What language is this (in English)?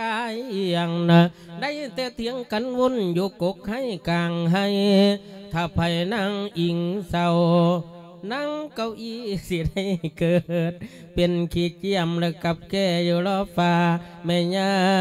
Lao